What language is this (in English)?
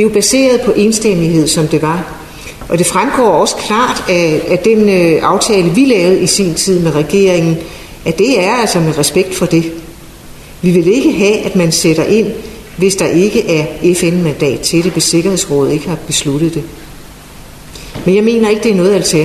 Danish